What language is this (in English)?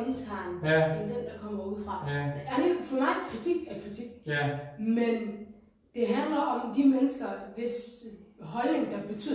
Danish